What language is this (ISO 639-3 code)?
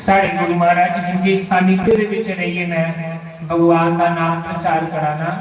doi